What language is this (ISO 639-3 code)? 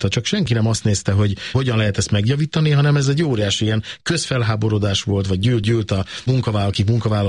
hun